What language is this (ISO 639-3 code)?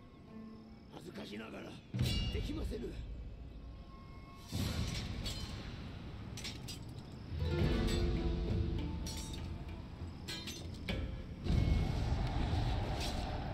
jpn